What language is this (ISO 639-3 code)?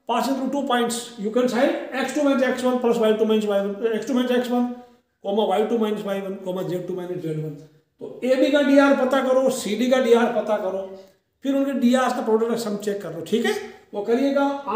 hin